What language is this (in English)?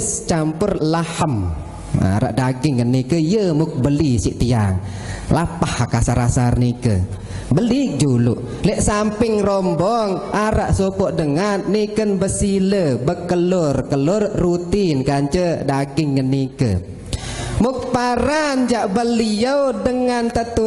Sasak